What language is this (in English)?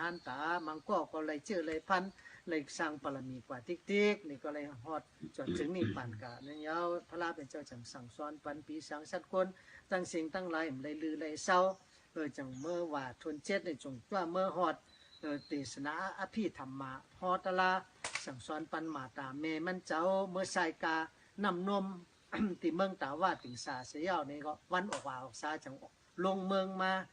Shan